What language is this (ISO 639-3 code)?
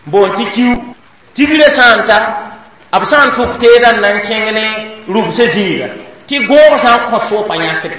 mos